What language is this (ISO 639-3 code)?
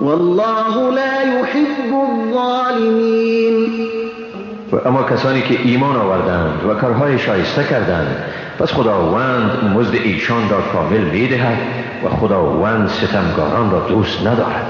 fas